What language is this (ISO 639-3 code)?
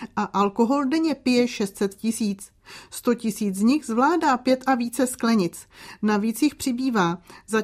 ces